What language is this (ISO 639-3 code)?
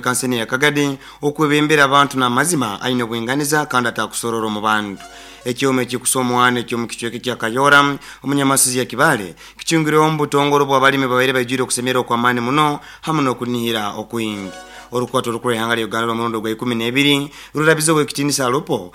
nyo